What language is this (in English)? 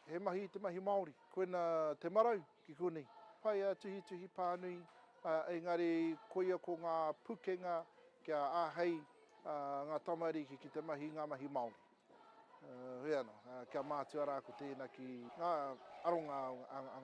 Māori